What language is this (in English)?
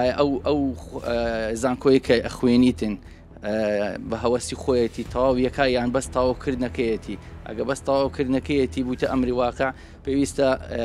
Central Kurdish